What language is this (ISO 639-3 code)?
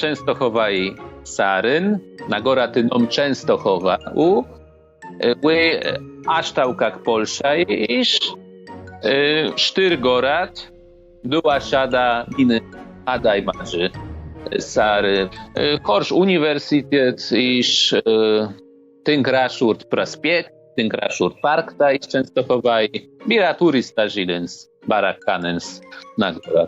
oss